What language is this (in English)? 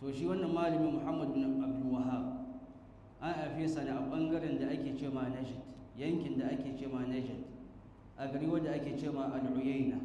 Hausa